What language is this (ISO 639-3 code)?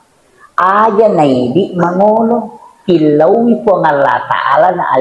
bug